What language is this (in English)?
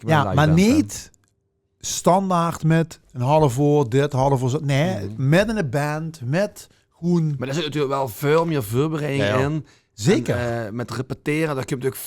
Limburgish